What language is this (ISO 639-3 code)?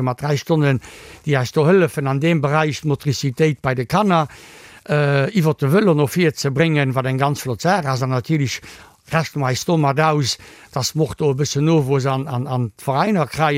ltz